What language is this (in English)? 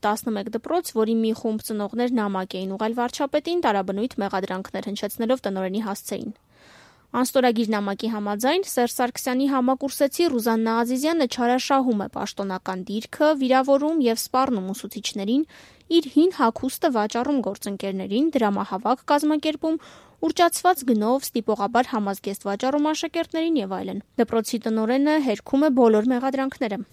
Armenian